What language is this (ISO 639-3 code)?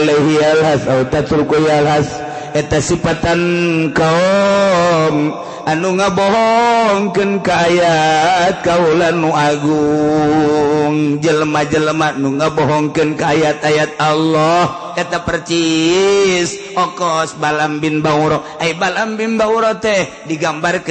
sun